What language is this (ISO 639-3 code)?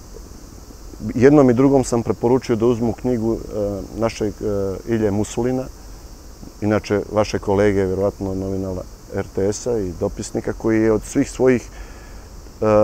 srp